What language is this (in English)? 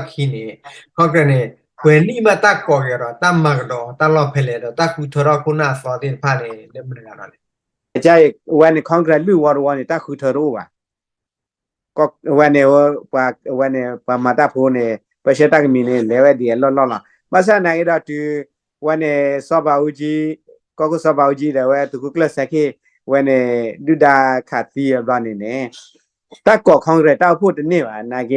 S'gaw Karen